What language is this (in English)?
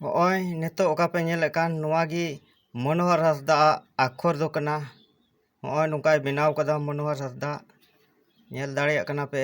Santali